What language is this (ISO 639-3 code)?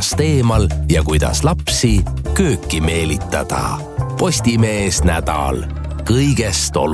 est